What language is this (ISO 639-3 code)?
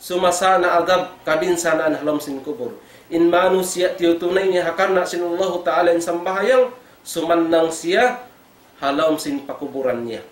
tsg